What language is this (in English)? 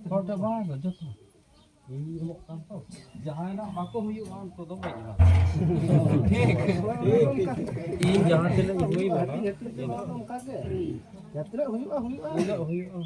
Santali